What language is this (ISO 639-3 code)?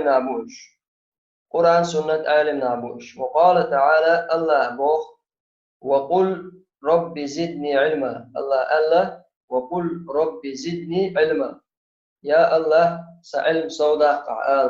che